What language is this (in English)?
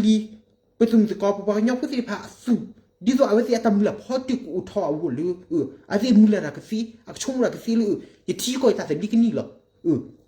S'gaw Karen